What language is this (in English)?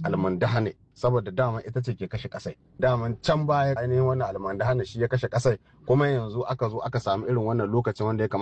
Hausa